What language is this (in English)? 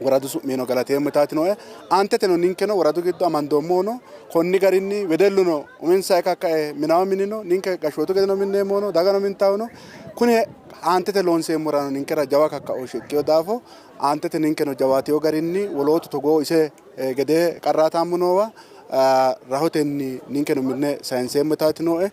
Sidamo